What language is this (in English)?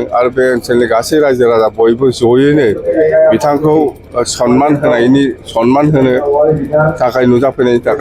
Bodo